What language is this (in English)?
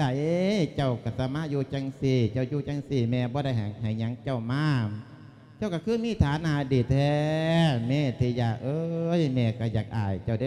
Lao